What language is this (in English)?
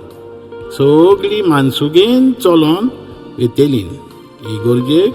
Konkani